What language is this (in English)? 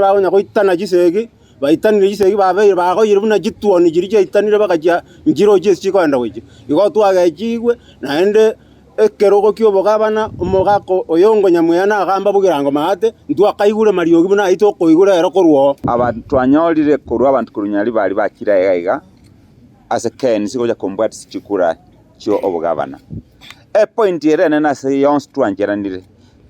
Gusii